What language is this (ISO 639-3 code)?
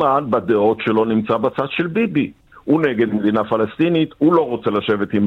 heb